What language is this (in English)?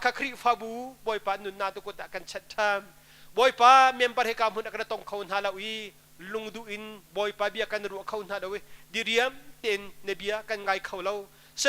Hakha Chin